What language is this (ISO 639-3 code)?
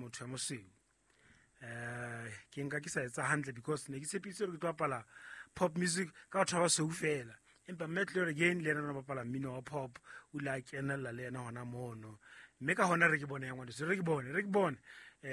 sot